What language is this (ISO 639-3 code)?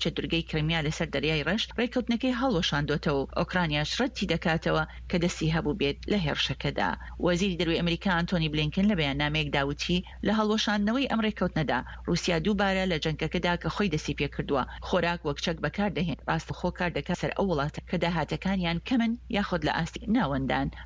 ckb